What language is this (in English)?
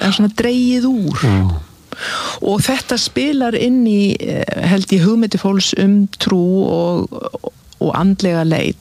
Icelandic